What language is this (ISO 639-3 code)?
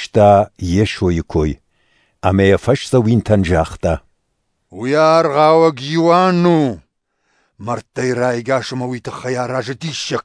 oss